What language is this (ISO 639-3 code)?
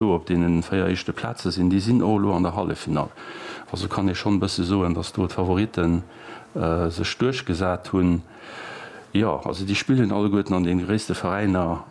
ltz